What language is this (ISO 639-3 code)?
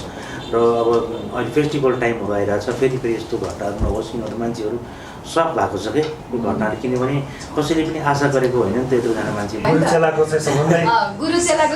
nep